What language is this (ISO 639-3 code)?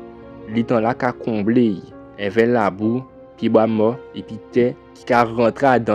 gcf